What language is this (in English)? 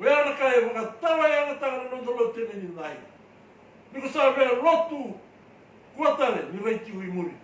Fijian